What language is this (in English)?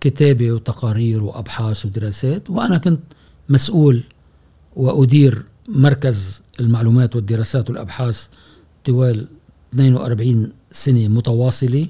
Gulf Arabic